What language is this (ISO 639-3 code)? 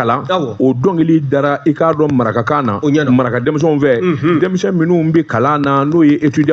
bam